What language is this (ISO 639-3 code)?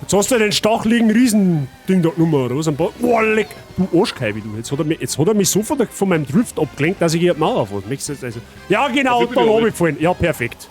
bar